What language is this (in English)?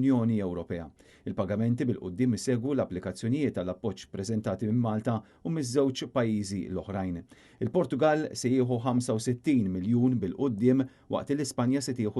Maltese